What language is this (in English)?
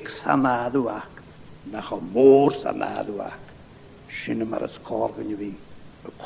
Scottish Gaelic